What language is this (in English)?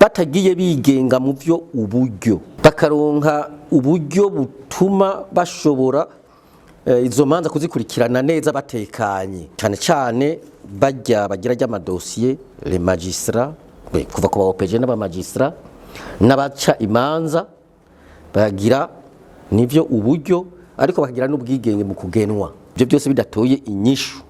Rundi